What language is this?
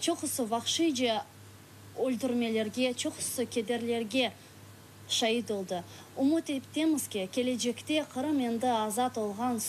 Crimean Tatar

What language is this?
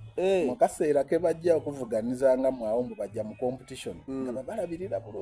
Soga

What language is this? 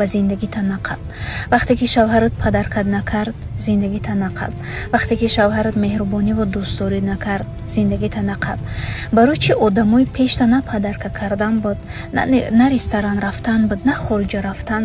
Tajik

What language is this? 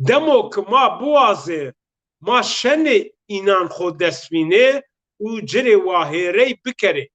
Zaza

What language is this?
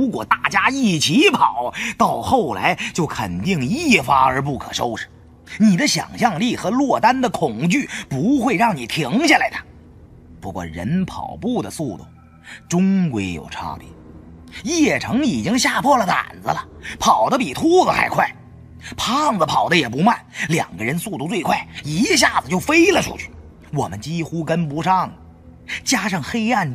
Chinese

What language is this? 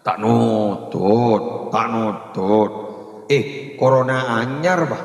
Madurese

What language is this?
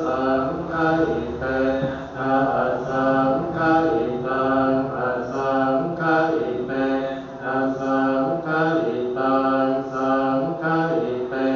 Pali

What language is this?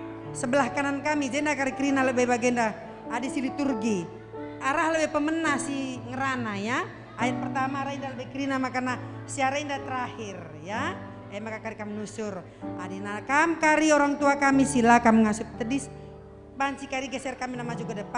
Batak Karo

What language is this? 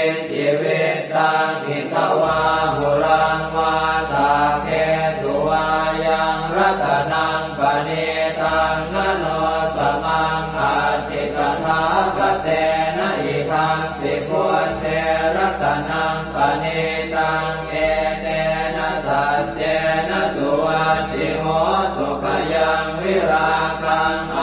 Pali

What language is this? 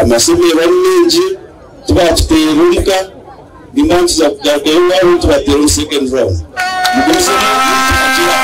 Nyankole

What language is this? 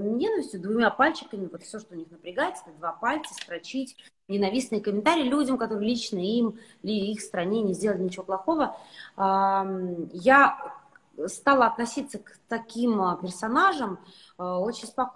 Russian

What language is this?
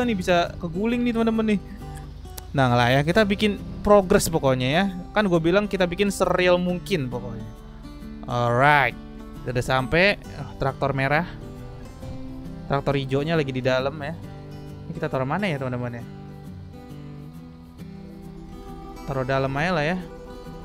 Indonesian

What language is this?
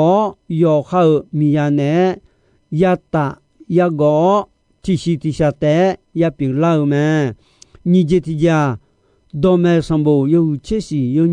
Akha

